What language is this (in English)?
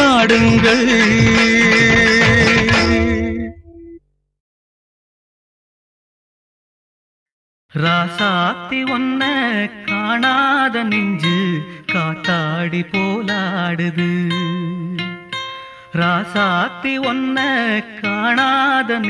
Tamil